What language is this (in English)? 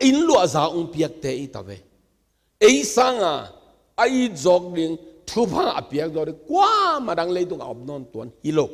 Tedim Chin